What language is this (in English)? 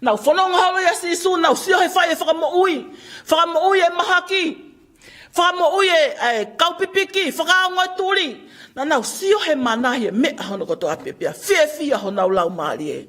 Tongan